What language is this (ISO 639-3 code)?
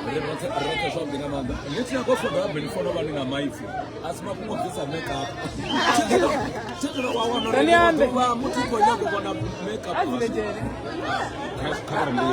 ven